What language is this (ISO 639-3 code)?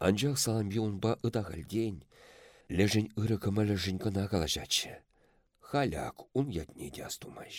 chv